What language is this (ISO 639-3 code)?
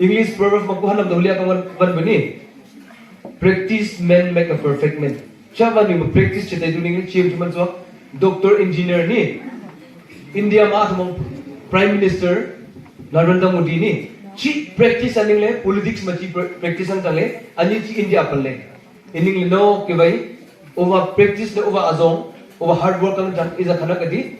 nnp